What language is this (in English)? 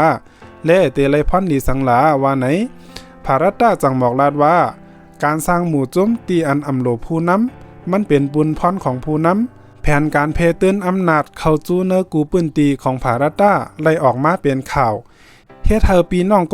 Shan